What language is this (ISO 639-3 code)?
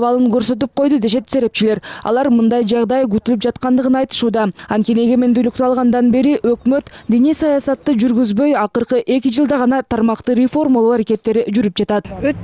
kir